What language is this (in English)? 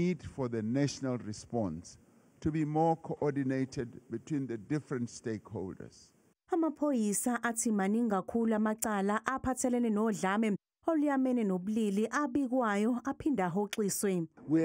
Zulu